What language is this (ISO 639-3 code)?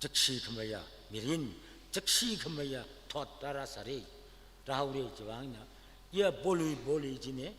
nmf